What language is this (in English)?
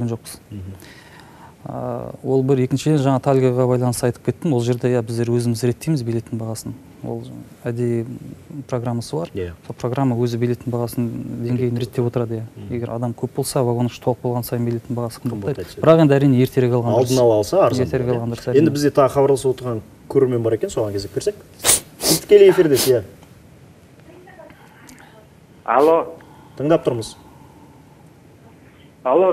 Kazakh